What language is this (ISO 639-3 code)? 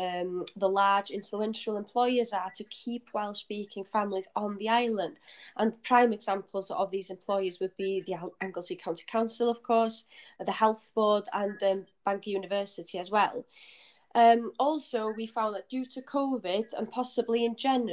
eng